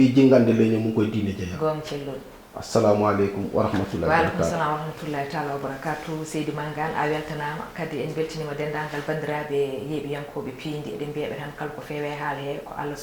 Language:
Fula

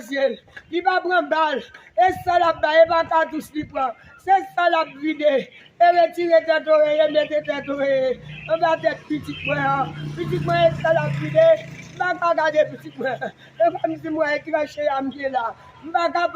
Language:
Haitian Creole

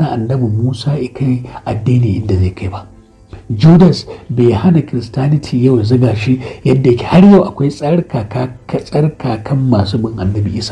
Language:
Hausa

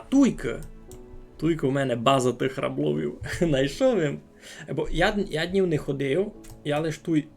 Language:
Rusyn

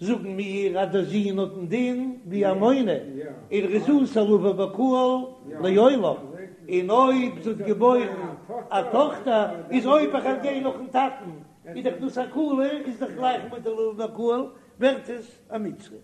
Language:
Yiddish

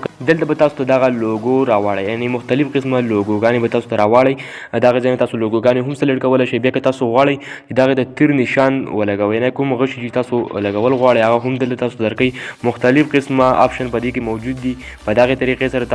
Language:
Pashto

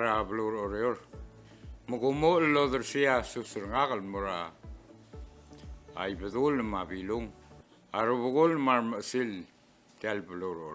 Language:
Palauan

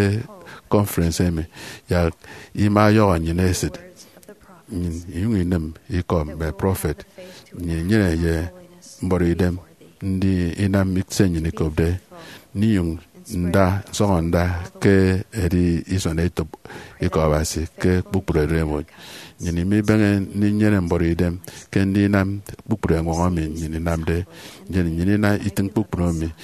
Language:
Efik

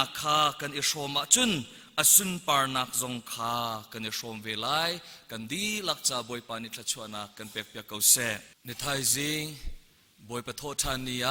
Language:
Hakha Chin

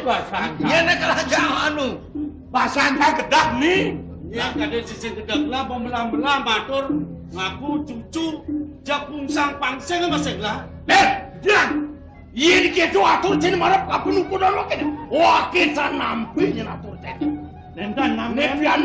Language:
Balinese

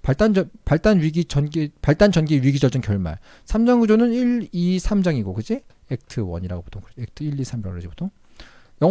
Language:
Korean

